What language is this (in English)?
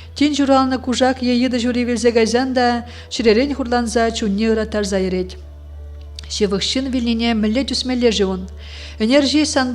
Chuvash